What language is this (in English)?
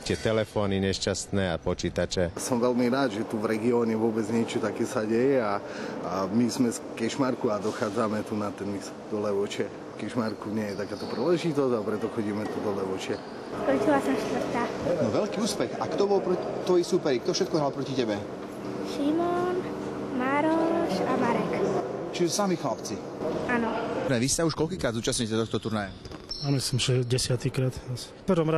Slovak